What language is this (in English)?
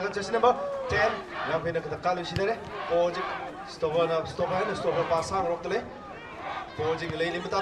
Tangkhul Naga (India)